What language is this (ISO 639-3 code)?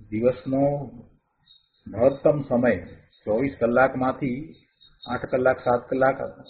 guj